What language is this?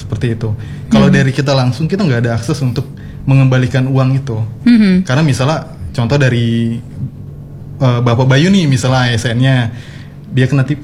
Indonesian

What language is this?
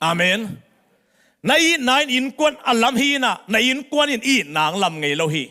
Tedim Chin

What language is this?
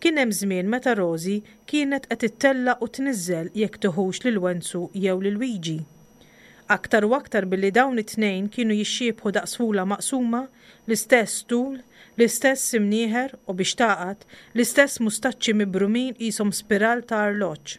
Maltese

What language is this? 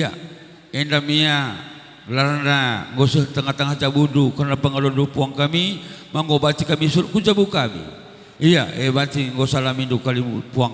Batak Karo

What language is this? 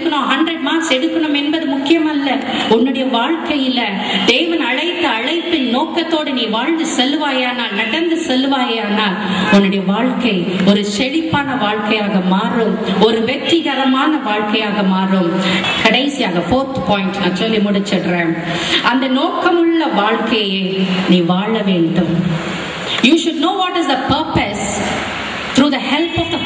Tamil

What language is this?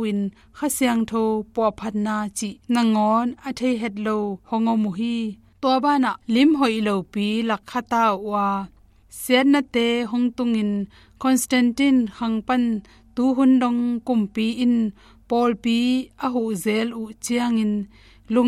Tedim Chin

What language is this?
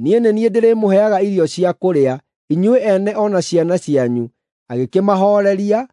Kikuyu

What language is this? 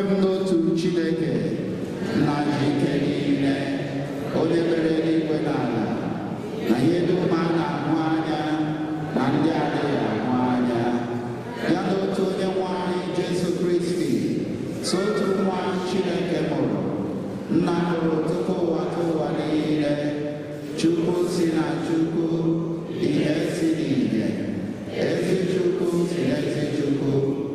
Igbo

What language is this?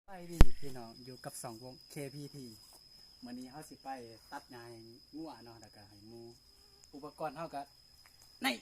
Lao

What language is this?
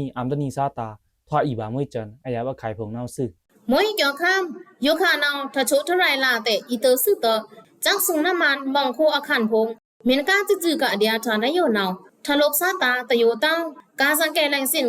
Pa'o Karen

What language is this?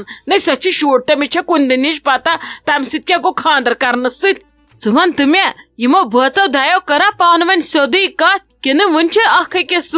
Kashmiri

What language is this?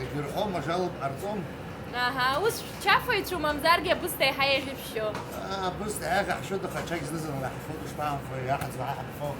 Abkhazian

